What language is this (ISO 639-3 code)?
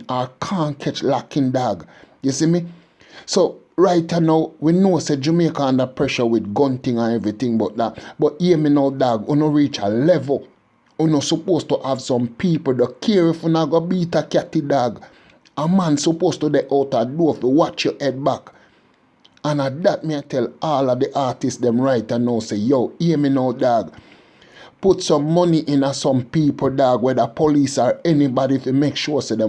jam